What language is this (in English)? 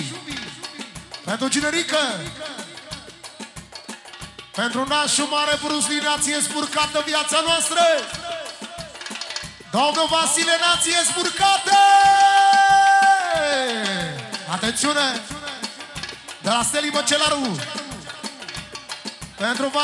Romanian